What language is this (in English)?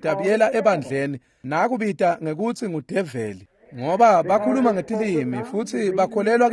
Swati